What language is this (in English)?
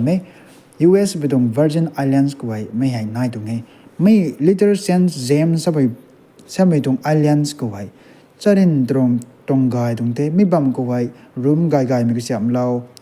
Rongmei Naga